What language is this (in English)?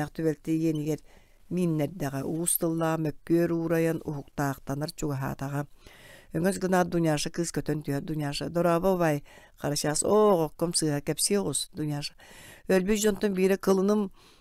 Yakut